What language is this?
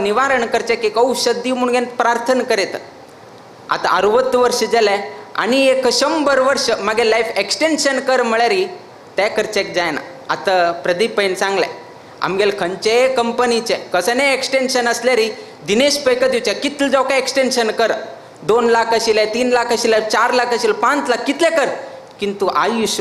Konkani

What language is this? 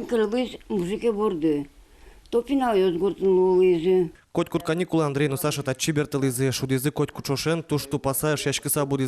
Udmurt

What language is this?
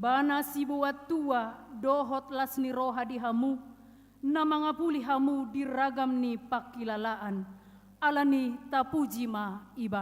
Batak Toba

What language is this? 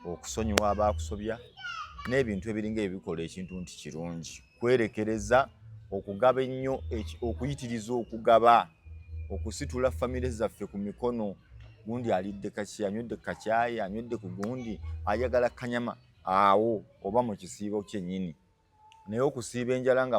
Ganda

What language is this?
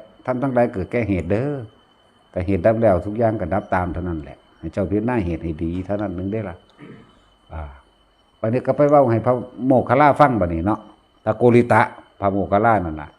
Northeastern Thai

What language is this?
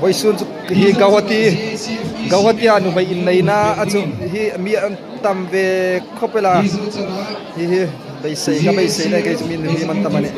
Hmar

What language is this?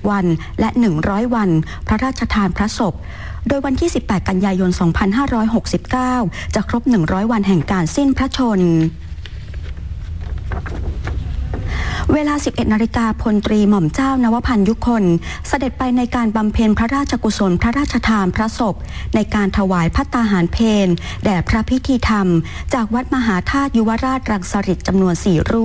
Thai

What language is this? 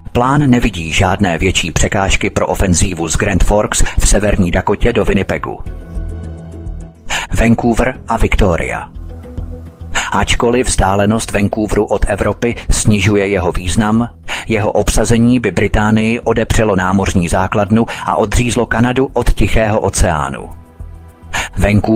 Czech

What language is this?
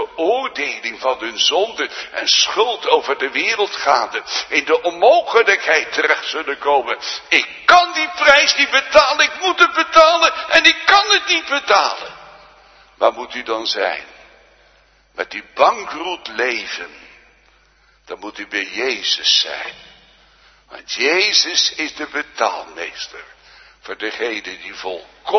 Dutch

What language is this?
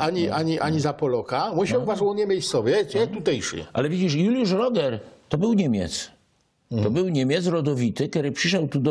Silesian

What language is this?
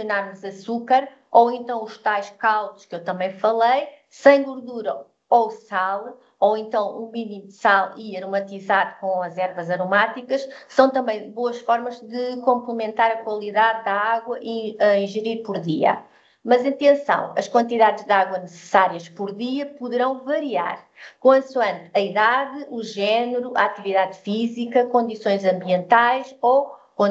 Portuguese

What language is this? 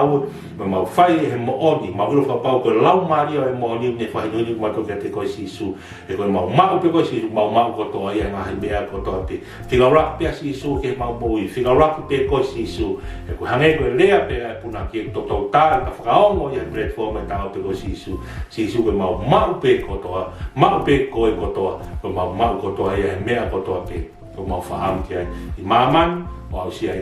Tongan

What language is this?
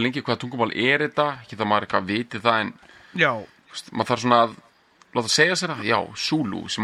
Icelandic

